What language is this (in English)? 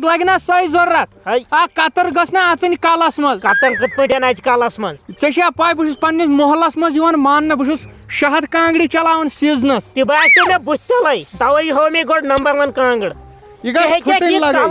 Kashmiri